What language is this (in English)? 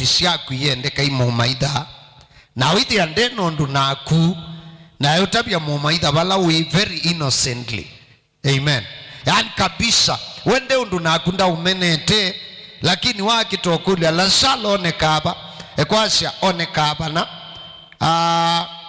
Kamba